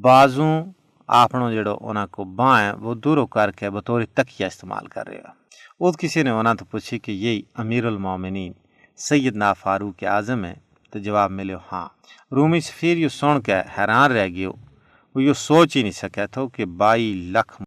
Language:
Gujari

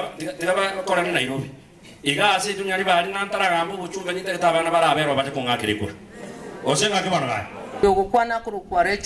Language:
Gusii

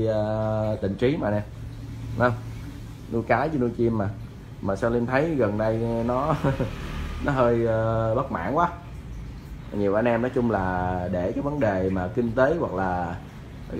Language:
Vietnamese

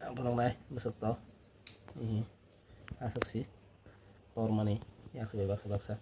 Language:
Kok Borok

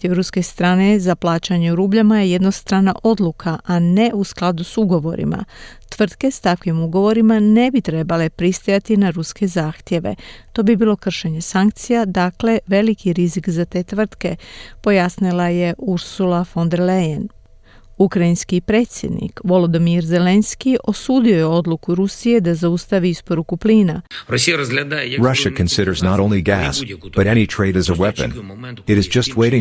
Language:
Croatian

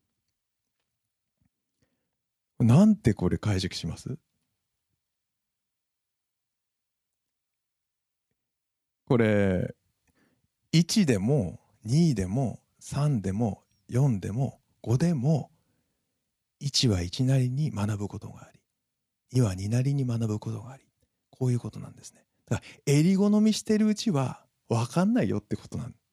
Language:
Japanese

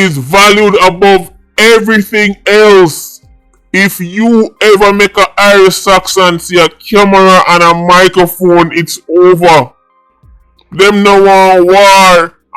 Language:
Jamaican Creole English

